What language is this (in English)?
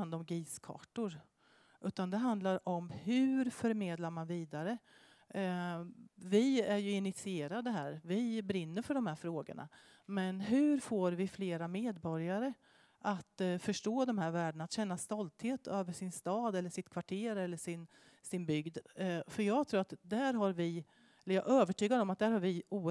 Swedish